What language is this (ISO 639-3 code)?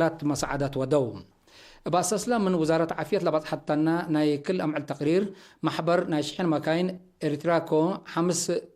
tig